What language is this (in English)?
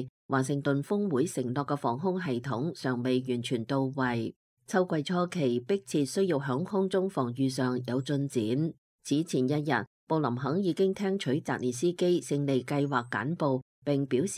Cantonese